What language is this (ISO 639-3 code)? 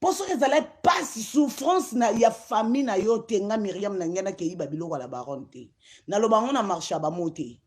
lin